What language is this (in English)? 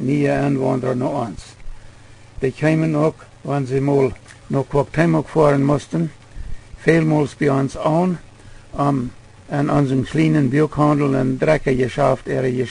Plautdietsch